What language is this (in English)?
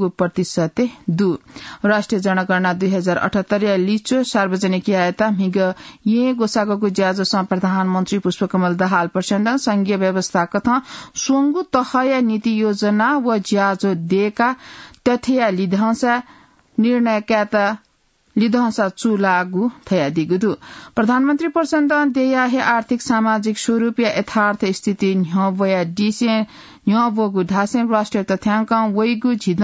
Newari